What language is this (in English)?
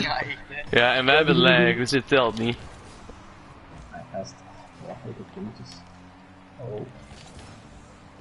Dutch